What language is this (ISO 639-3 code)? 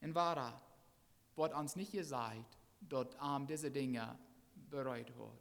pdt